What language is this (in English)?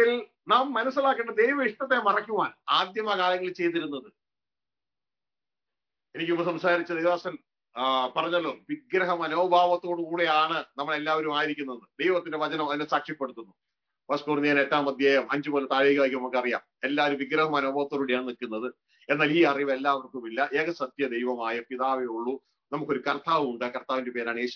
Malayalam